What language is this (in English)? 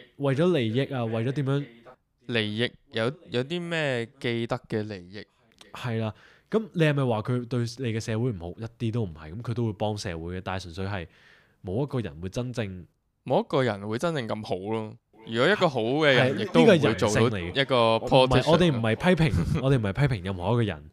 Cantonese